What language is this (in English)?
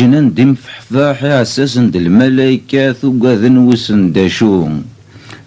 Kabyle